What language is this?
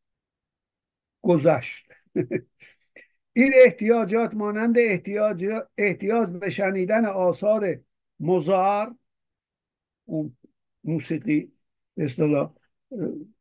Persian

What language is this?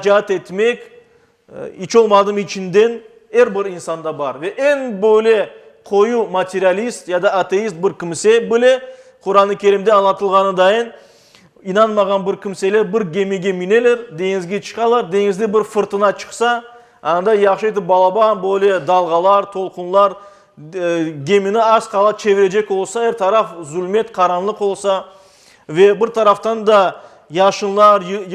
Crimean Tatar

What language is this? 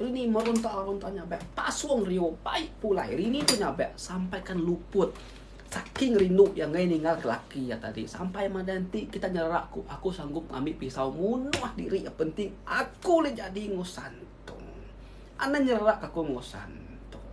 Iban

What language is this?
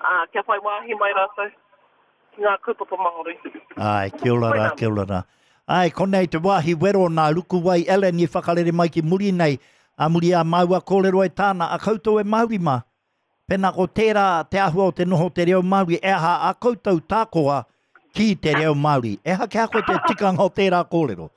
Māori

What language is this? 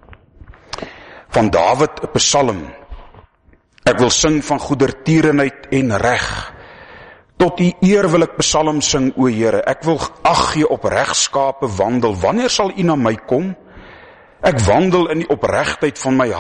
Afrikaans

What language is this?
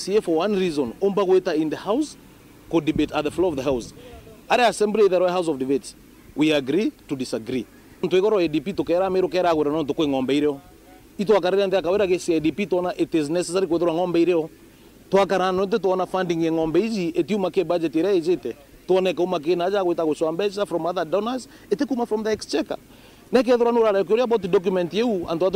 Meru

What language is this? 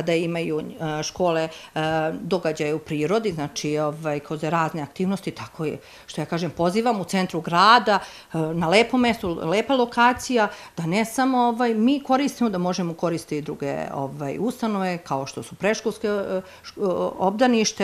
Serbian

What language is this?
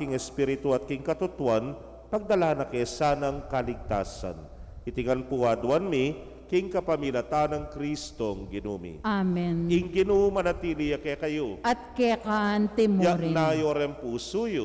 Pampanga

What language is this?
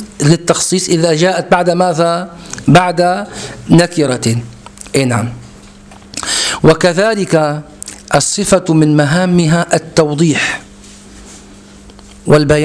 Arabic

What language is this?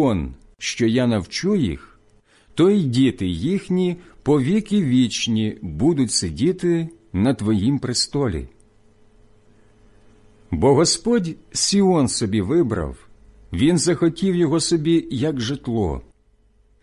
Ukrainian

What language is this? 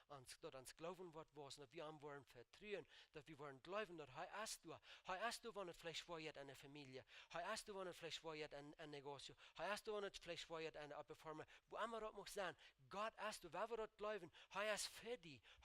Plautdietsch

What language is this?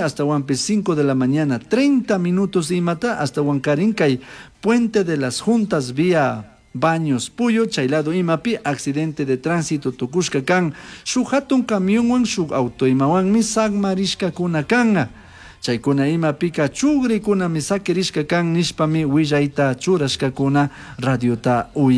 Chimborazo Highland Quichua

